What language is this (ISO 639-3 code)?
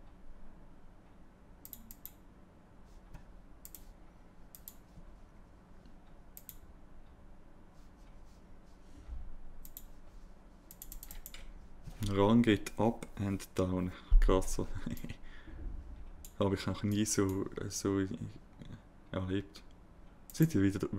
deu